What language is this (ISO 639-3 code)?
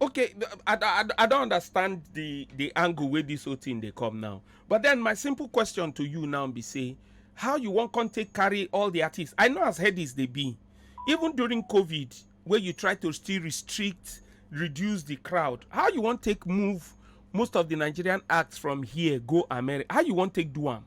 pcm